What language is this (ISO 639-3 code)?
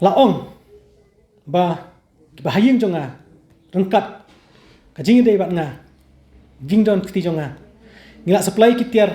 kha